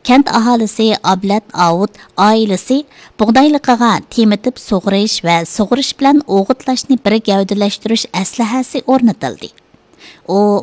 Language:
Uyghur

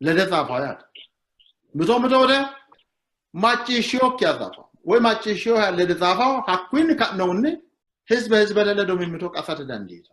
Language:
Sidamo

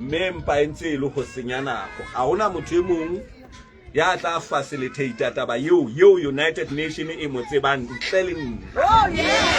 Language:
Southern Sotho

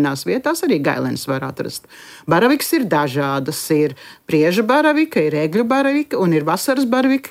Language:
Latvian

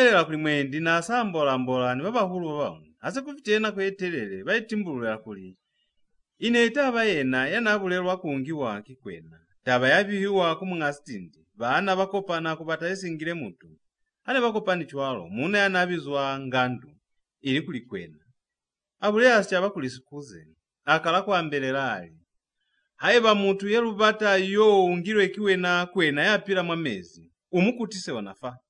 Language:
Lozi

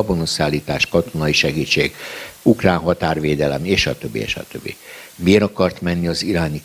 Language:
Hungarian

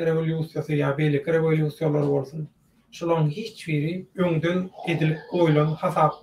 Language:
Turkmen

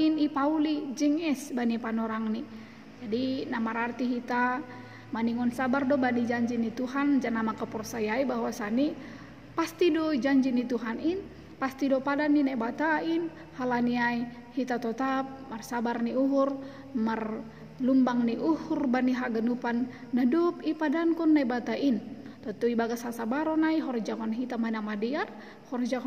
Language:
Batak Simalungun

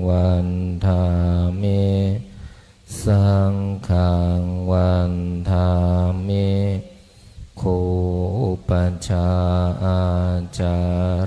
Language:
Pali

